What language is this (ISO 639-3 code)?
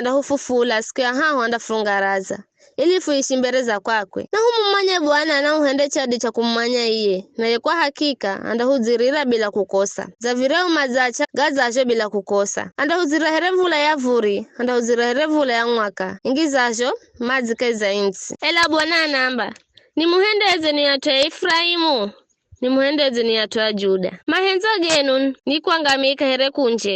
nyf